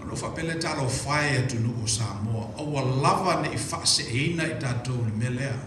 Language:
Samoan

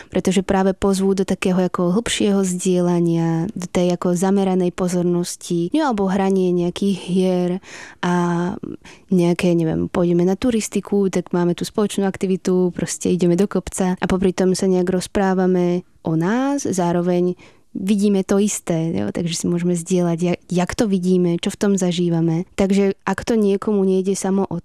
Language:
Slovak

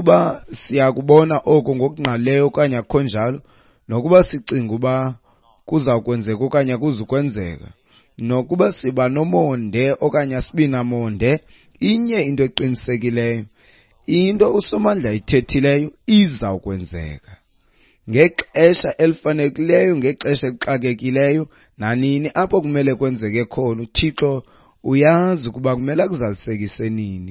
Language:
Xhosa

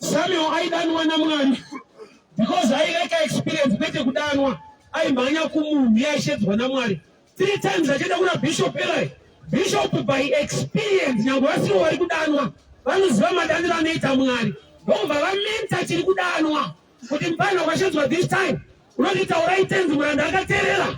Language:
Shona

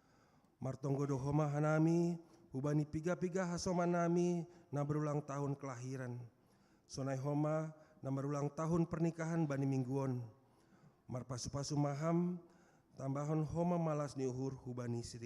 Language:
Batak Simalungun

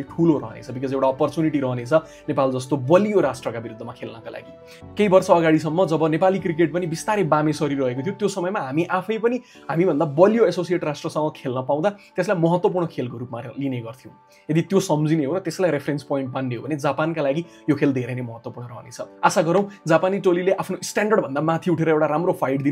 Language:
Nepali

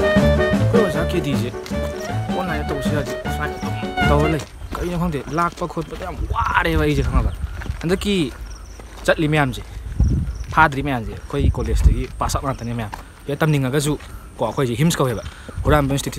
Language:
Manipuri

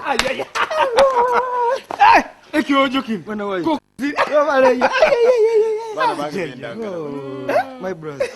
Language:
Nyoro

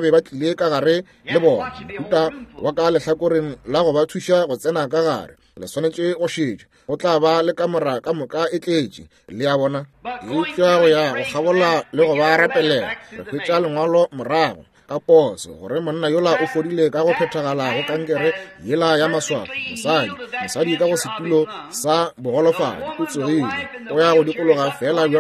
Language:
Northern Sotho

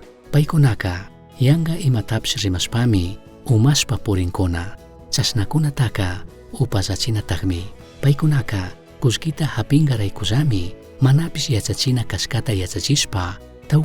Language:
Chimborazo Highland Quichua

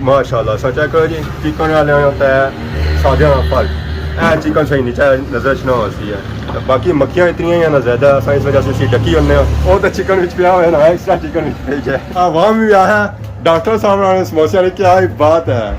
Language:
Pahari-Potwari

